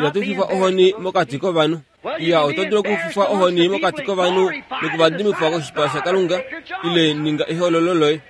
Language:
Kuanyama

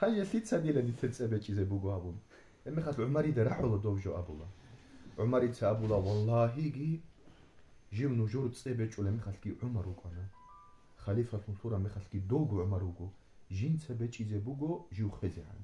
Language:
Avaric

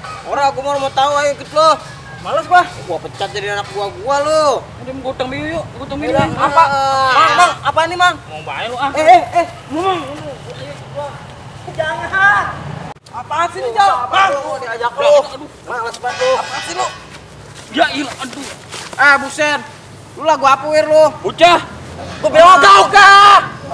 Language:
Betawi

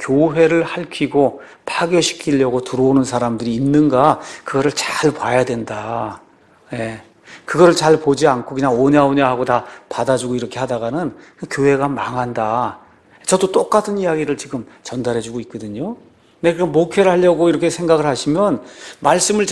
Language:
Korean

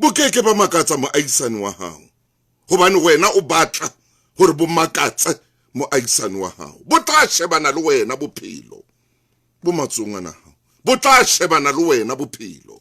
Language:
Southern Sotho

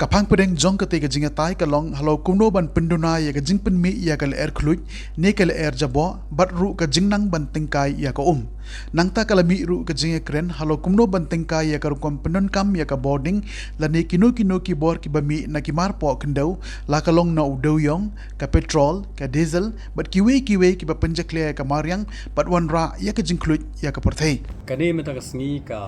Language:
Khasi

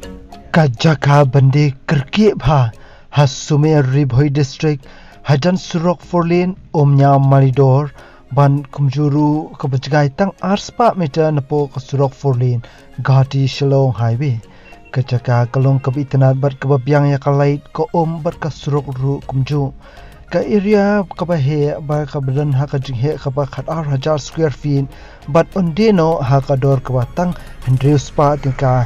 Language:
Khasi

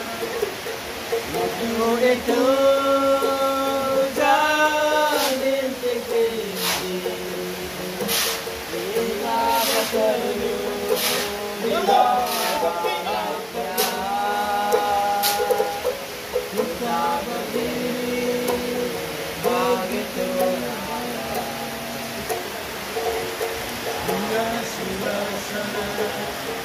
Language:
Malay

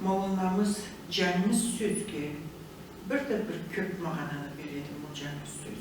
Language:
Karachay-Balkar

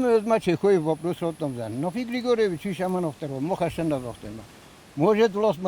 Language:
Ossetic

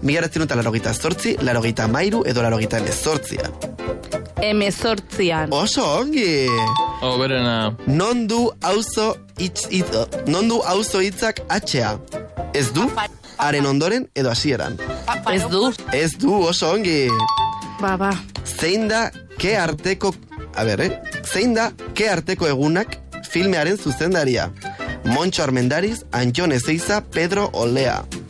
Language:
Basque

